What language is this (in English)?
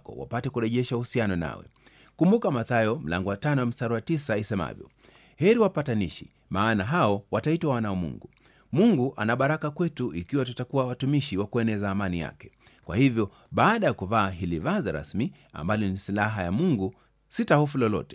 Swahili